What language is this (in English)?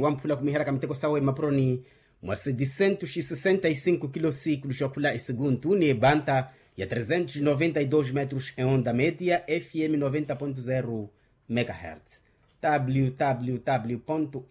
Makhuwa